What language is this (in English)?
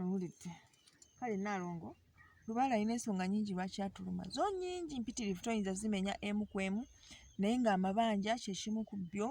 Ganda